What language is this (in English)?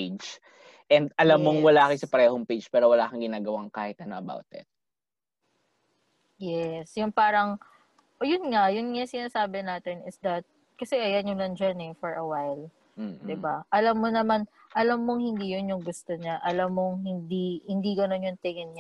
Filipino